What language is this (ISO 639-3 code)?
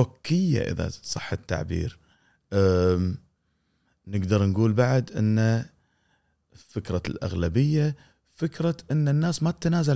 afb